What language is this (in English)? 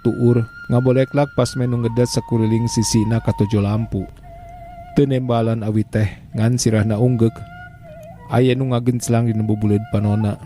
Sundanese